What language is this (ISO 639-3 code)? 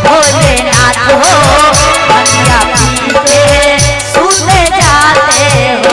mag